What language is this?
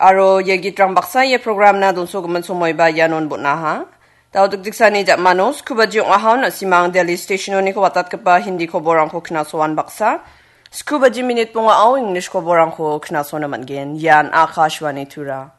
Garo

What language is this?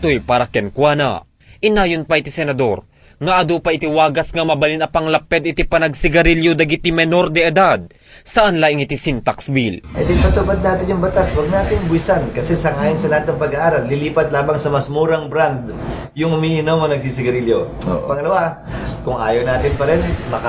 Iloko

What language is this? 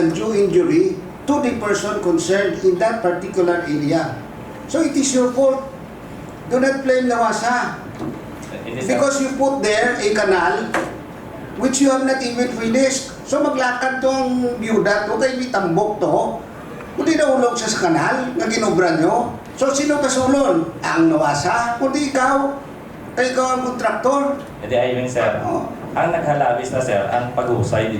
Hiligaynon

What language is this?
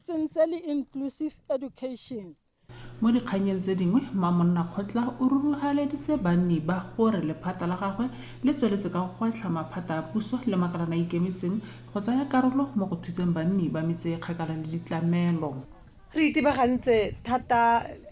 Tswana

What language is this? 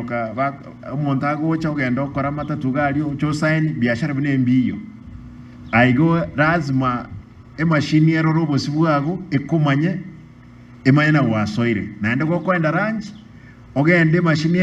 Gusii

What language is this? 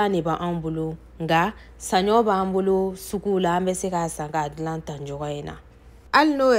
Bambara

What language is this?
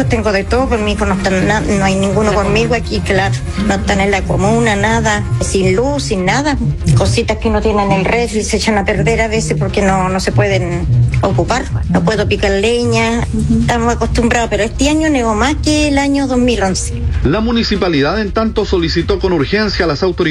Spanish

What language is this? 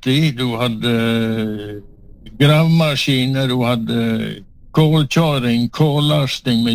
Norwegian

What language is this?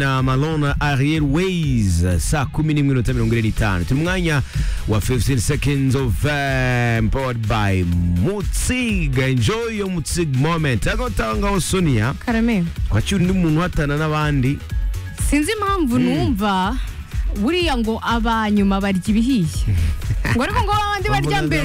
Kinyarwanda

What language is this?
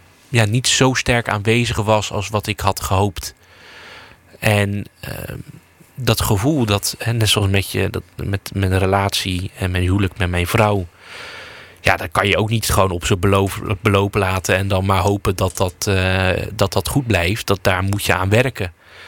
Dutch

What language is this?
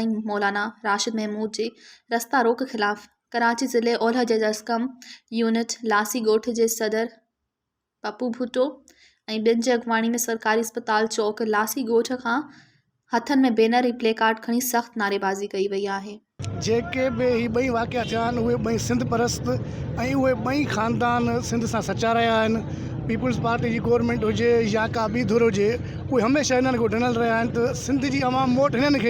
Sindhi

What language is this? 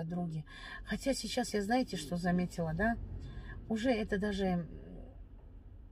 Russian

